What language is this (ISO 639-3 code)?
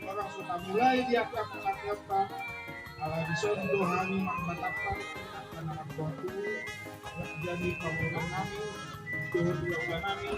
bbc